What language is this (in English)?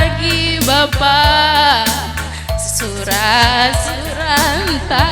Batak Karo